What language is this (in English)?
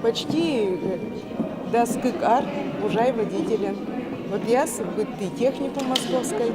Udmurt